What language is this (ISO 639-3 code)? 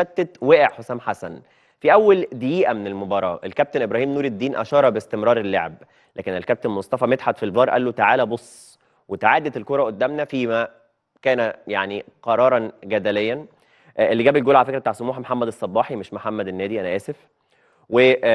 arz